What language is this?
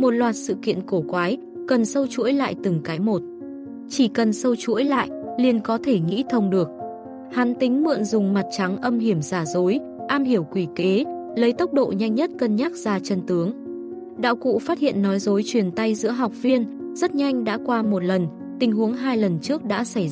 Vietnamese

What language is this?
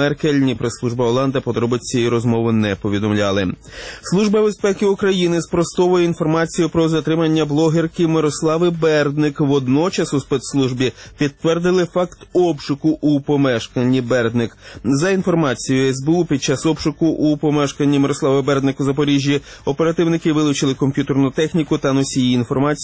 Ukrainian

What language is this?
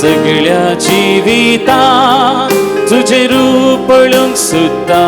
Konkani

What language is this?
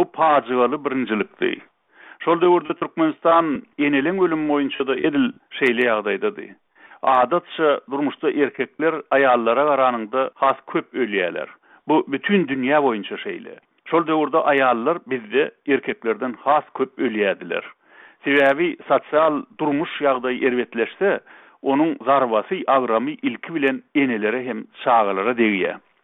Turkmen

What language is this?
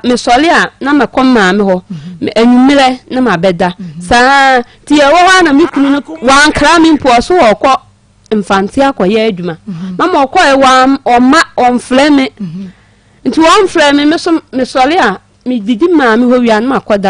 Akan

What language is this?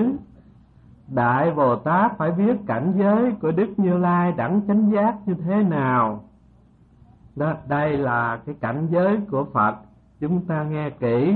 Vietnamese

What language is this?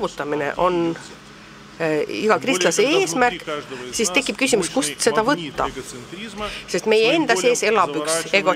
Estonian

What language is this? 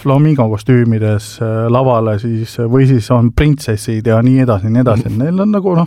Estonian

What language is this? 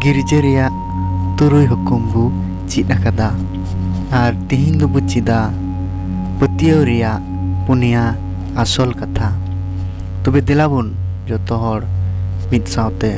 Santali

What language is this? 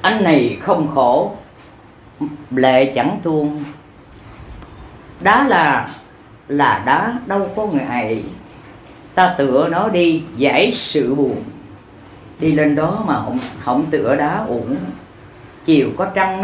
Vietnamese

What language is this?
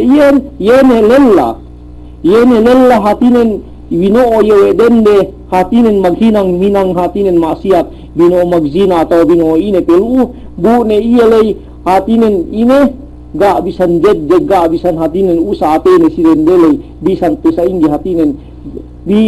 Yakan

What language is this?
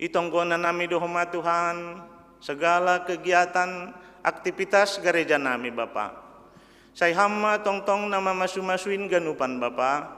Batak Simalungun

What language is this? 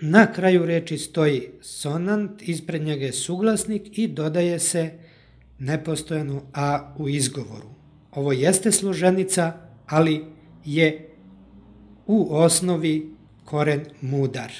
Serbian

